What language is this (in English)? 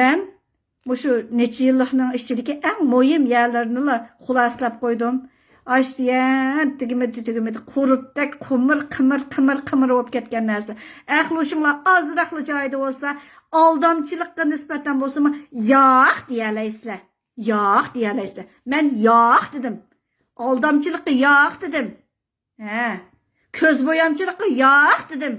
Uyghur